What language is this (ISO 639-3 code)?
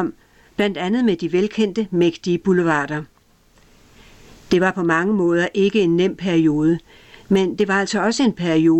dan